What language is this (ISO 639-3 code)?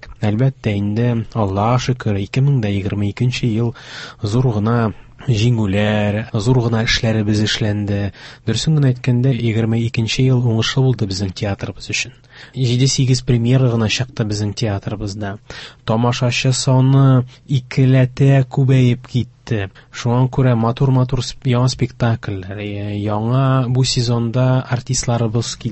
tat